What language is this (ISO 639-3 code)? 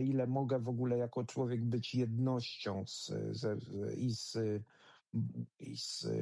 pol